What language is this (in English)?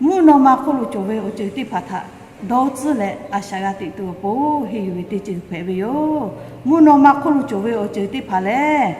Lahu